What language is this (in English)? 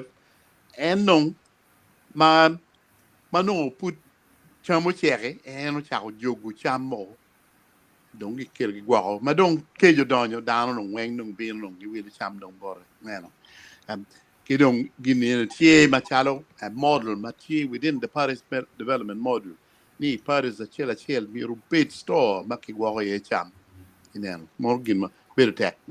Acoli